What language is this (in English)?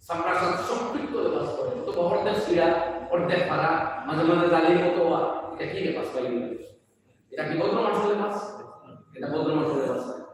Sylheti